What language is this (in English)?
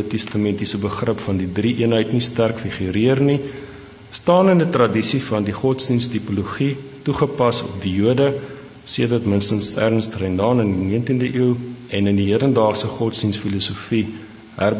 Afrikaans